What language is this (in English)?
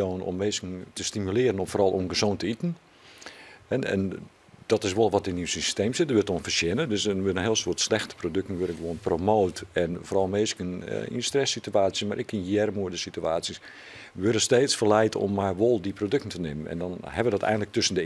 Western Frisian